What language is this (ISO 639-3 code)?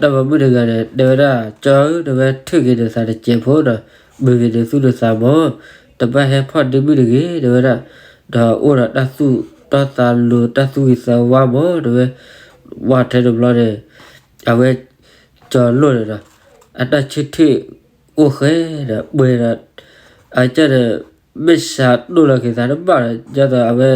ksw